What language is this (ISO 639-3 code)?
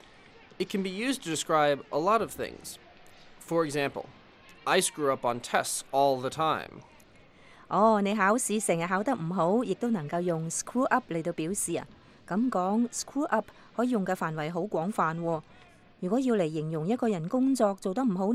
yue